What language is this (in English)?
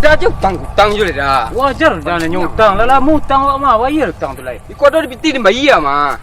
Minangkabau